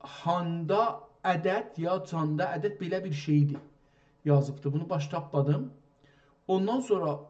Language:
South Azerbaijani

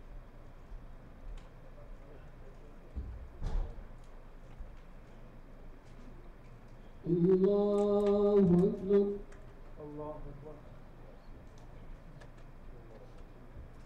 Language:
Arabic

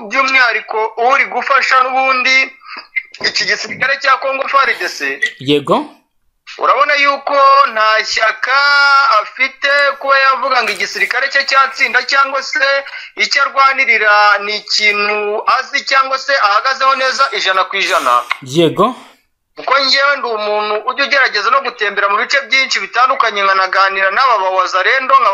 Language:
Kinyarwanda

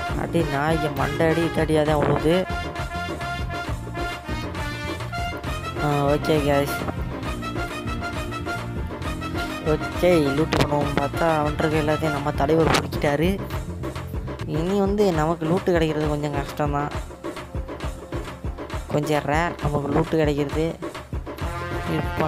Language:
Tamil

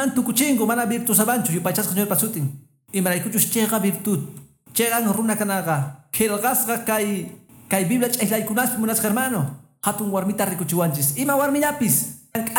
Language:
Quechua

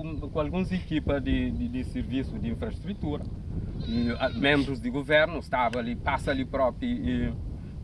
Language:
Kabuverdianu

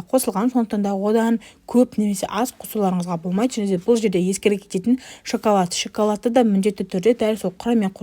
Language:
Kazakh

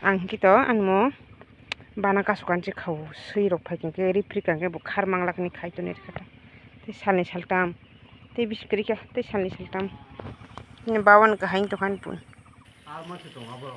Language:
Kok Borok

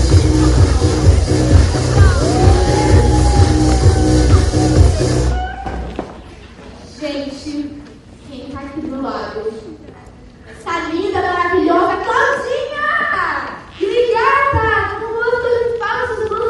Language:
Portuguese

